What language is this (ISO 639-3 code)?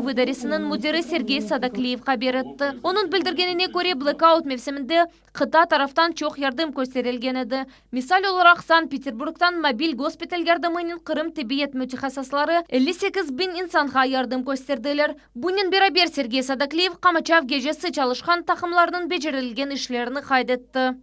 crh